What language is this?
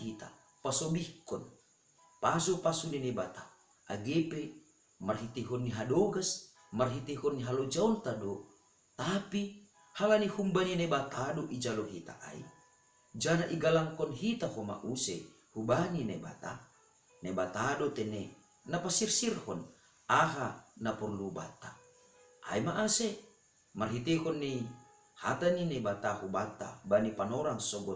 Batak Simalungun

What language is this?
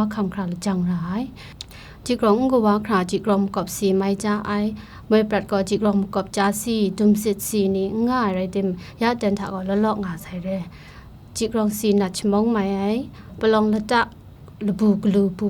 Kachin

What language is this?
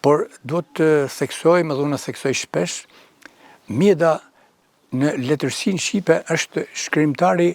Albanian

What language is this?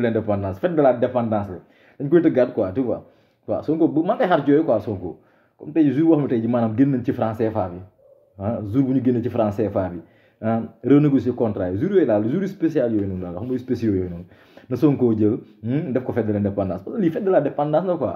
Wolof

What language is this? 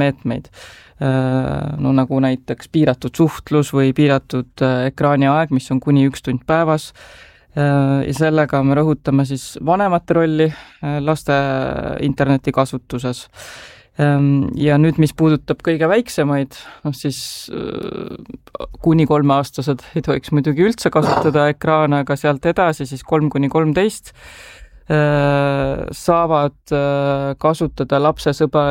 Estonian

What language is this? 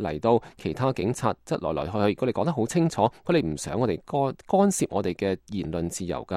Cantonese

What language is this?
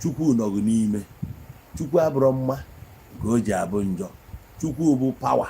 Igbo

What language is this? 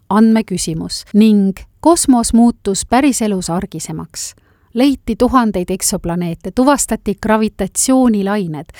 Estonian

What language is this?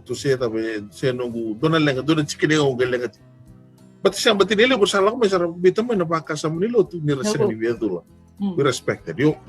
Fijian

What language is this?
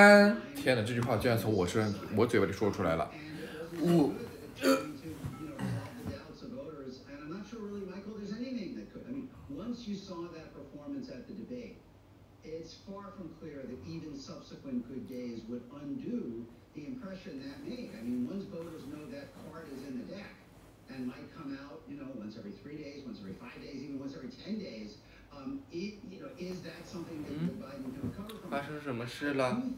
Chinese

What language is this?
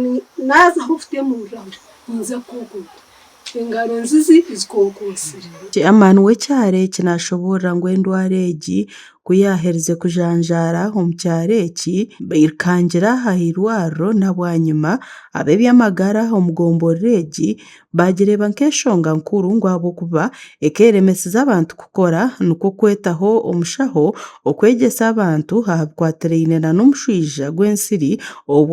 Nyankole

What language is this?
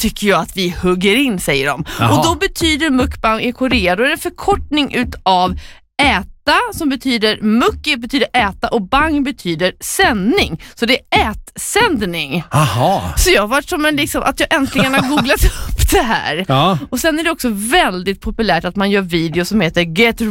Swedish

